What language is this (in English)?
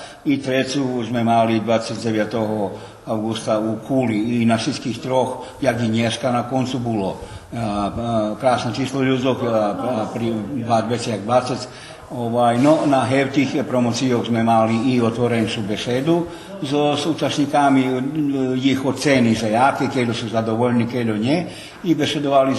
Rusyn